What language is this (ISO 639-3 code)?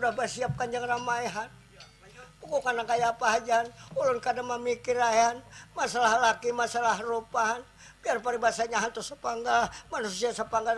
bjn